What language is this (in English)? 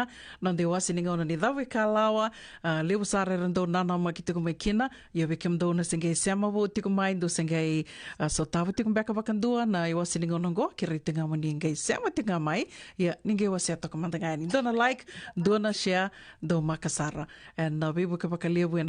Fijian